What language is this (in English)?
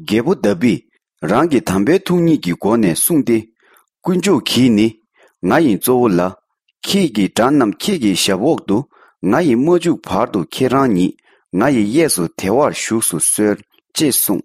Tibetan